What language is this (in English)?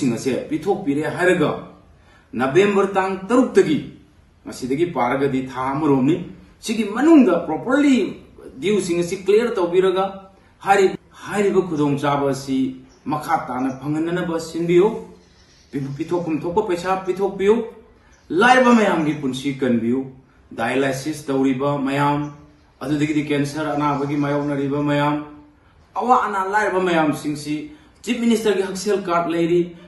Manipuri